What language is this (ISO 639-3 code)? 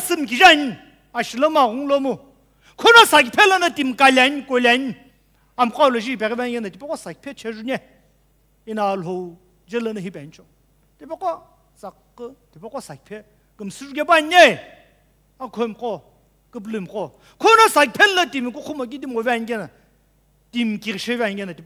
nsm